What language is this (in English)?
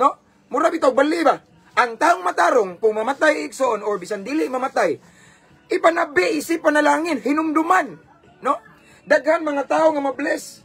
Cebuano